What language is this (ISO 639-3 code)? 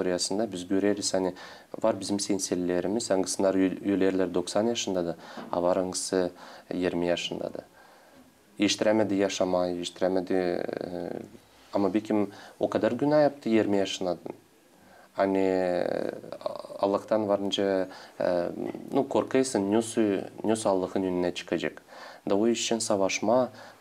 gag